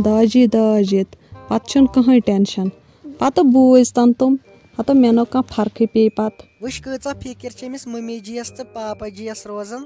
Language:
Kashmiri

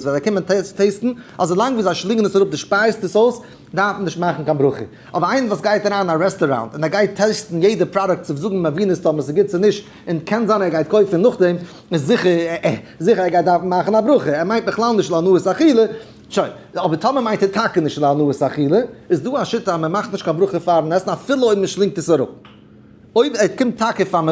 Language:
Yiddish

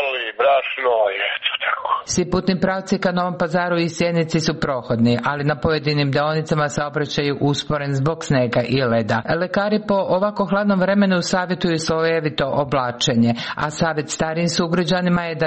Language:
Serbian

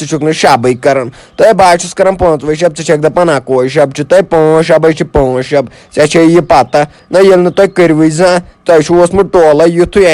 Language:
Kashmiri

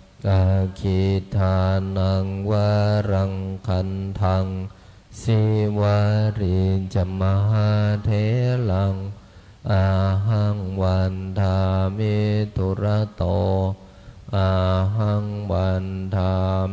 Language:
Pali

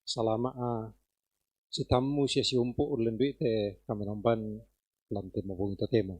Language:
Toraja-Sa'dan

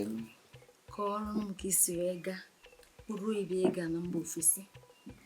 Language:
Igbo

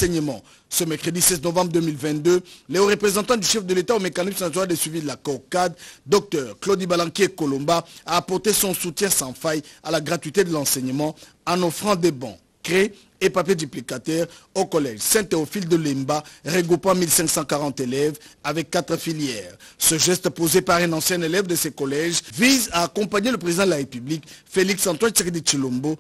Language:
French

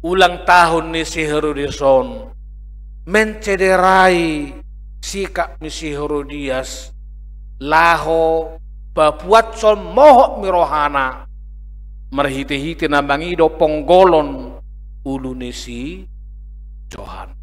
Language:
Batak Toba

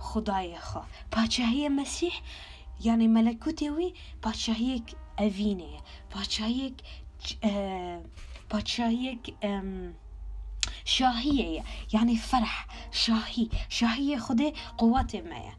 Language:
Kurdish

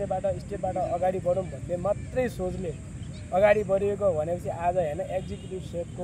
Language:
Nepali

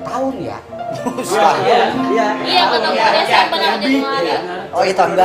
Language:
Betawi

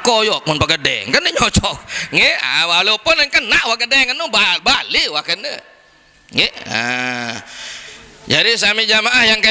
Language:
Sasak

